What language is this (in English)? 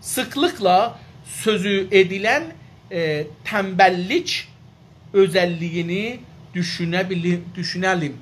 South Azerbaijani